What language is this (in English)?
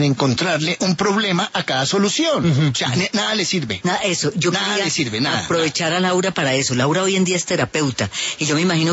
Spanish